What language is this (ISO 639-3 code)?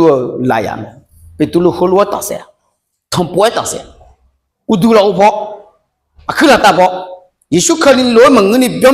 ahk